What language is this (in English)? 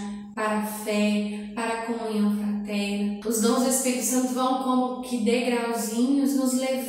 Portuguese